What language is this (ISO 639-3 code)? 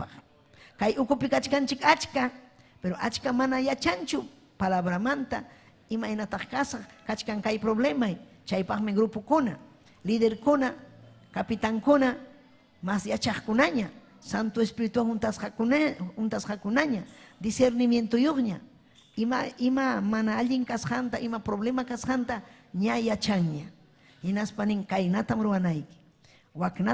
quy